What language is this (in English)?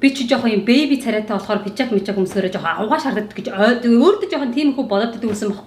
Mongolian